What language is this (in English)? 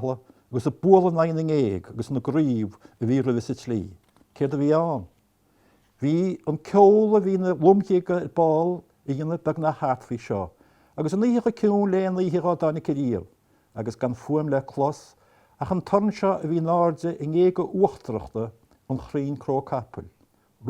Irish